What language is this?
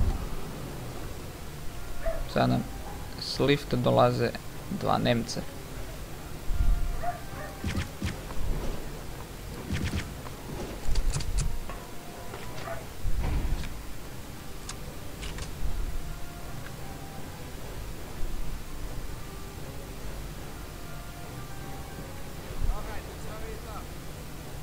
Serbian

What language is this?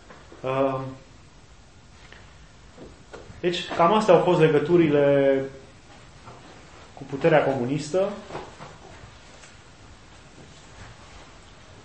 Romanian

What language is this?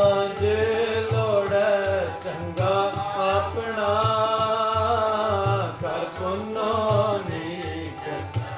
Punjabi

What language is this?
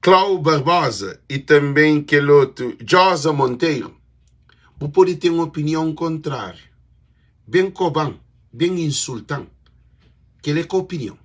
Kabuverdianu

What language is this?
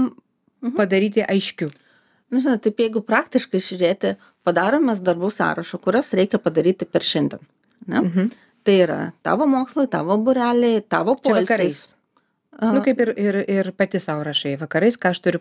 Lithuanian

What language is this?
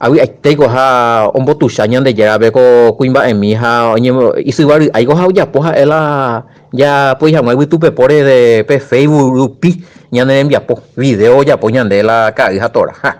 Guarani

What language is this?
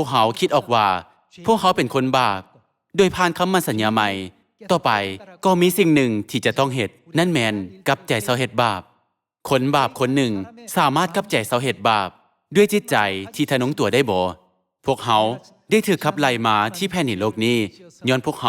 Lao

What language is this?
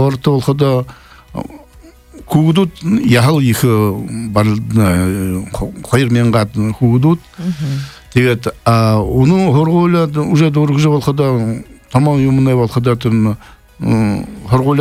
Buriat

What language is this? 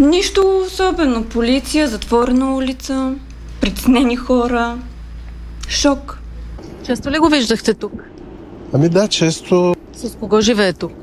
Bulgarian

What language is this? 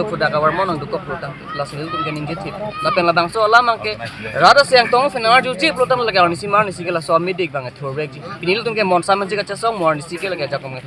Karbi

